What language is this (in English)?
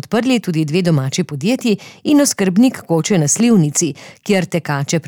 Slovenian